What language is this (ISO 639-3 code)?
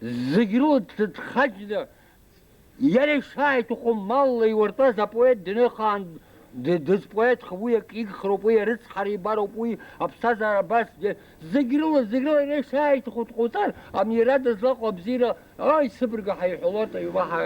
abk